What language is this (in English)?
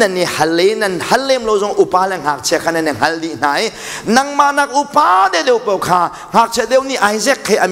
Hakha Chin